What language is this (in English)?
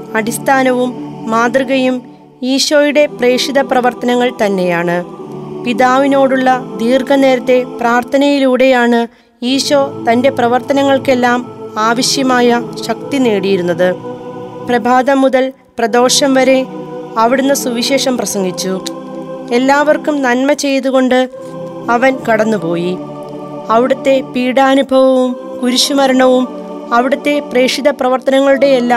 Malayalam